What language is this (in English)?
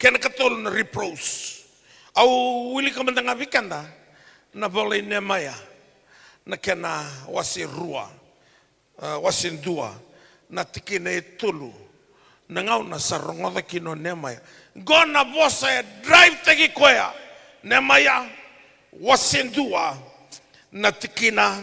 Fijian